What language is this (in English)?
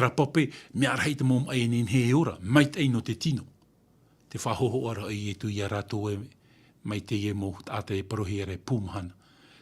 Tahitian